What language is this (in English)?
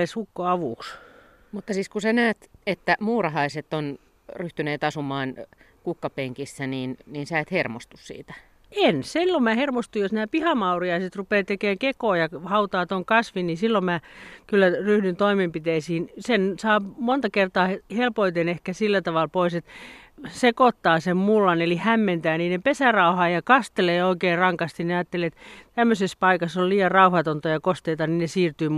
Finnish